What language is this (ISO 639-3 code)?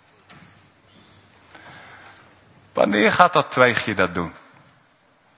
nld